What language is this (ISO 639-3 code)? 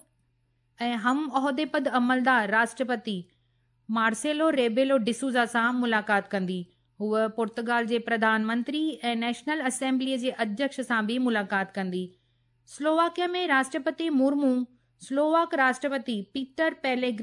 snd